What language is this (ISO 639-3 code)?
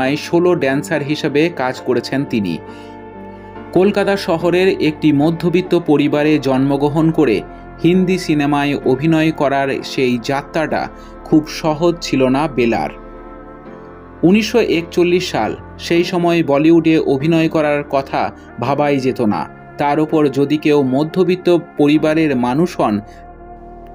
ben